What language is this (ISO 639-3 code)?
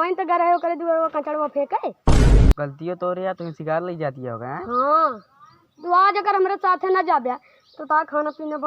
awa